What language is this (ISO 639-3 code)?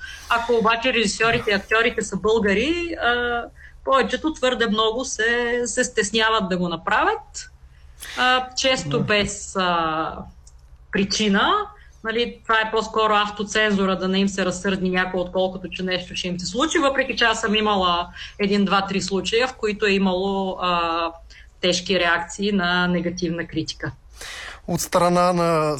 bul